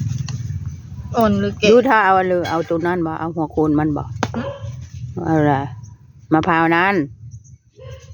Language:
Northeastern Thai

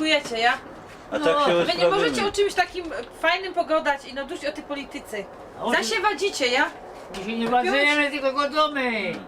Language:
Silesian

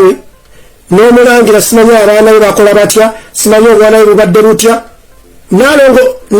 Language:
Ganda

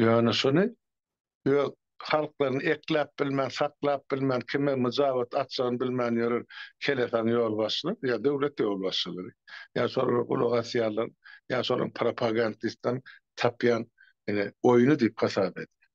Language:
Turkmen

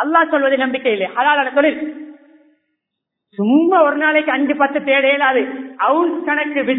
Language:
Tamil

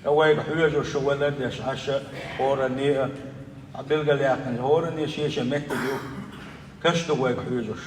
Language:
Chechen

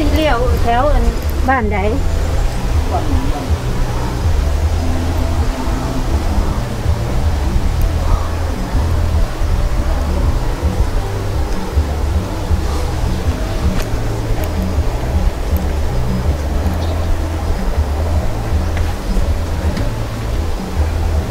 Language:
Thai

